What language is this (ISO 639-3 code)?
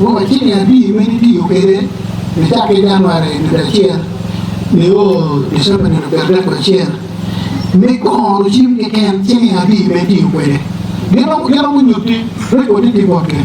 ach